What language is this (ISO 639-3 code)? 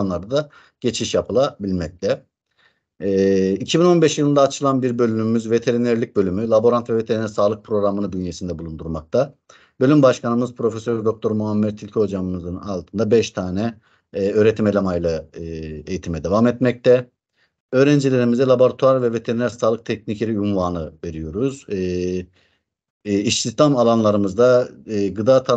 tur